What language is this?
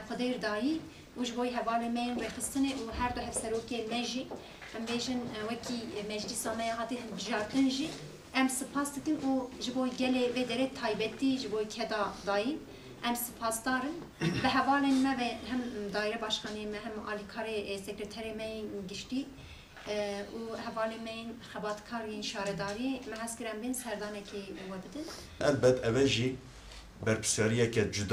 Kurdish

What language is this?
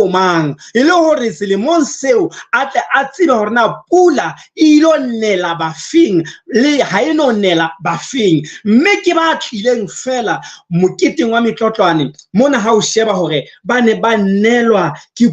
Southern Sotho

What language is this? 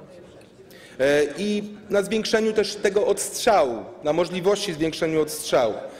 Polish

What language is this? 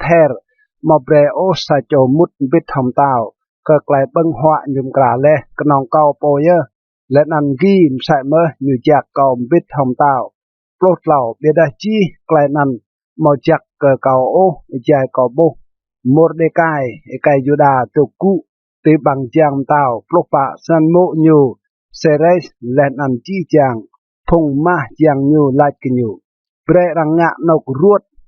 Rade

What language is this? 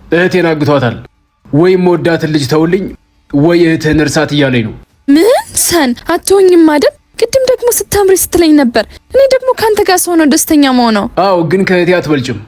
Amharic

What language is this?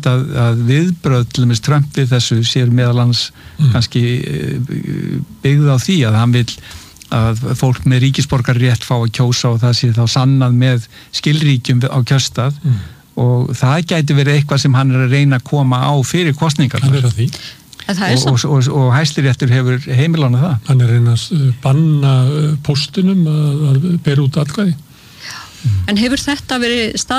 Icelandic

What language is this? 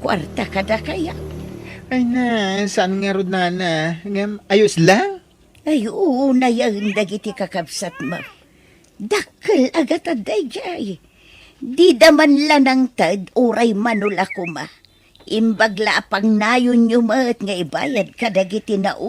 Iloko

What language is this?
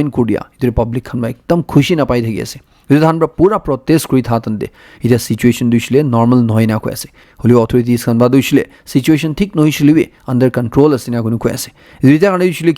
Naga Pidgin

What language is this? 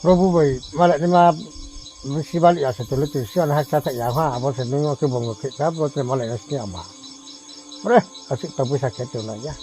Riang (India)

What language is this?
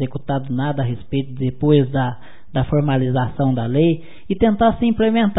Portuguese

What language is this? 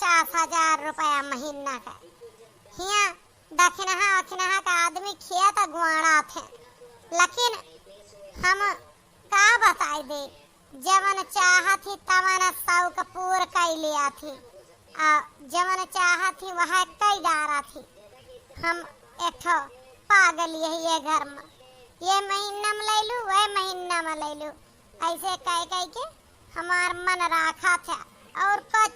Awadhi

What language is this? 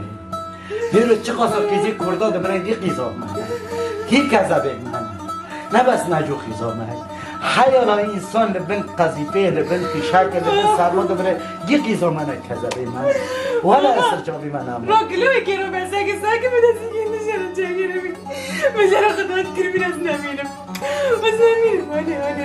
Kurdish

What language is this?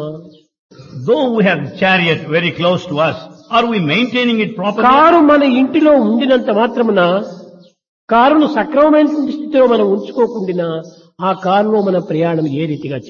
Telugu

